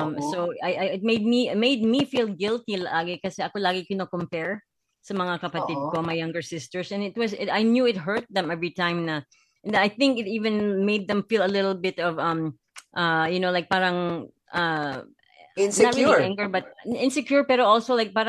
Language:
Filipino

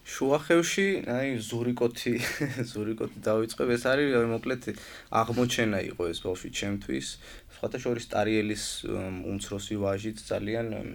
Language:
Georgian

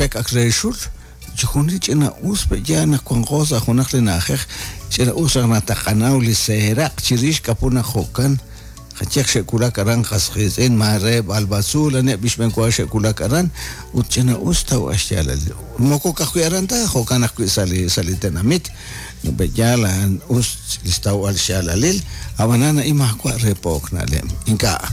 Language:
Kekchí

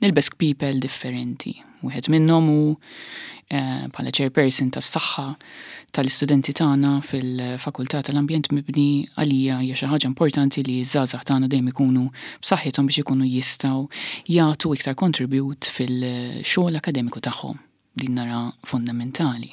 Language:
Maltese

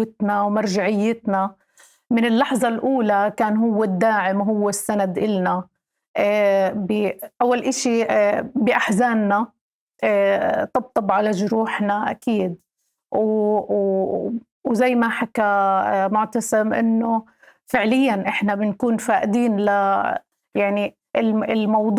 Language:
North Levantine Arabic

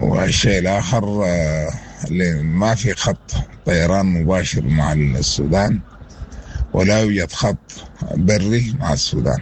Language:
Sudanese Arabic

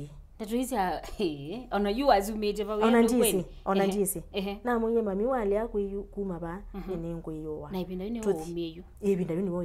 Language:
Kamba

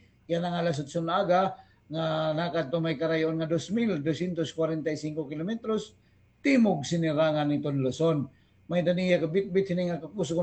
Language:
Waray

